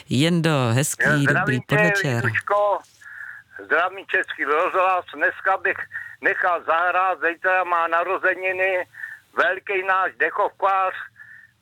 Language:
Czech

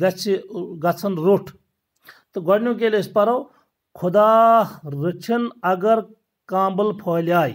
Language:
Kashmiri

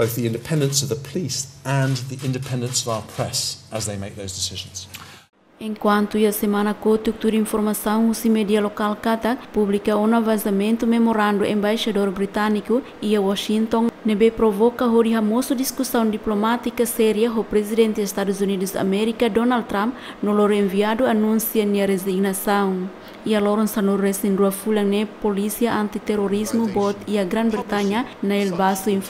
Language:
Tetum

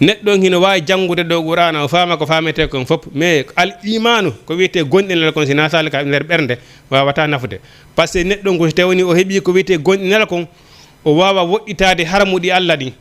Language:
Fula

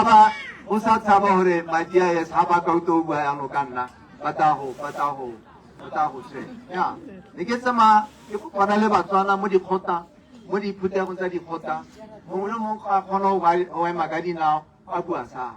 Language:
Tswana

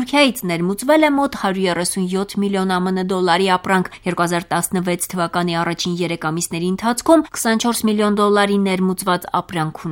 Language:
Armenian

